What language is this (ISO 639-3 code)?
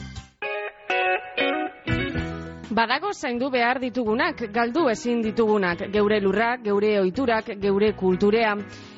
eus